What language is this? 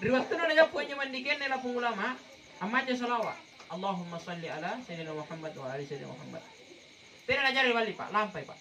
Makasar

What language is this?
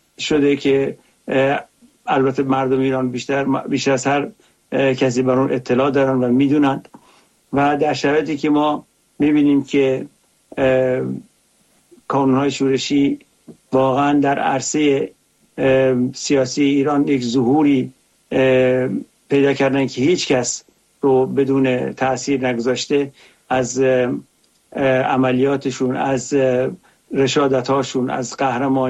Persian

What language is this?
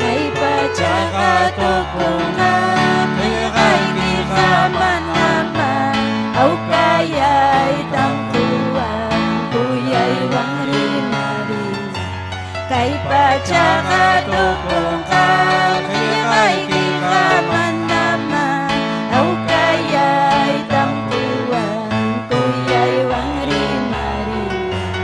Ayacucho Quechua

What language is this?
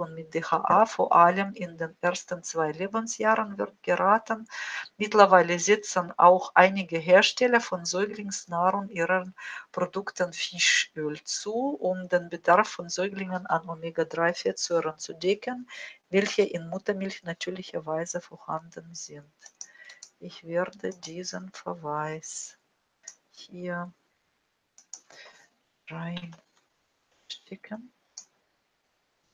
German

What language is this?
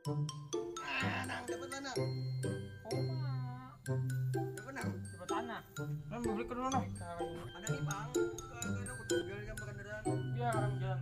Banjar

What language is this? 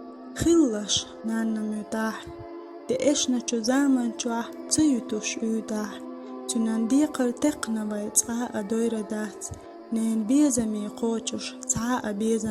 Chechen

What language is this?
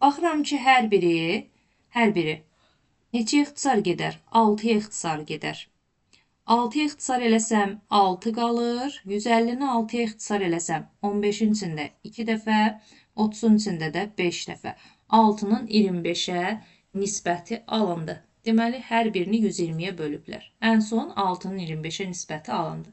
Azerbaijani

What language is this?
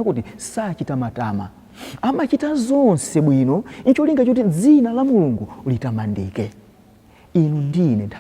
Nyanja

